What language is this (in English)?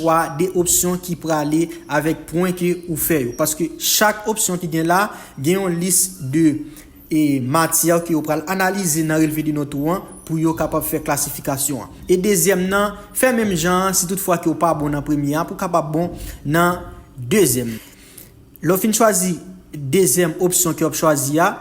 Haitian Creole